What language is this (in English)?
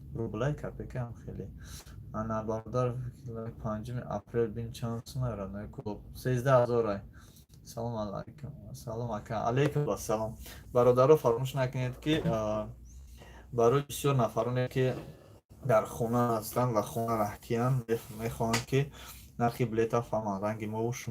Tajik